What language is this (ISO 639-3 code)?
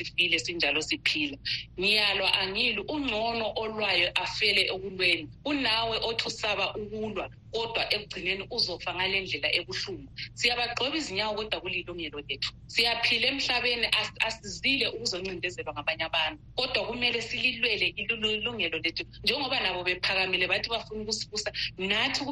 nde